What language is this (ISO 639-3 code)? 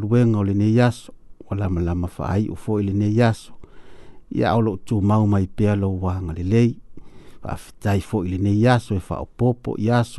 smo